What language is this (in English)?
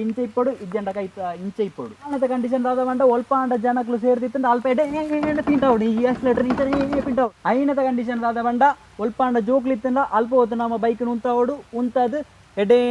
Tulu